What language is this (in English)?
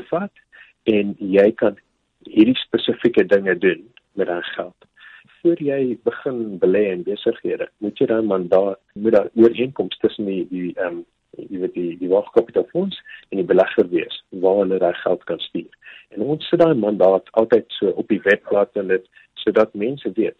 Afrikaans